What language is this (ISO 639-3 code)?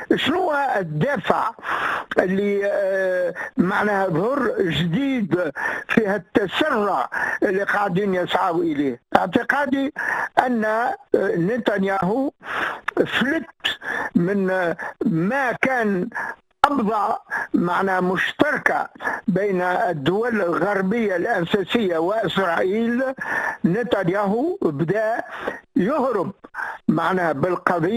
aeb